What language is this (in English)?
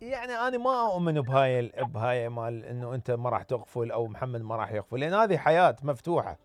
Mesopotamian Arabic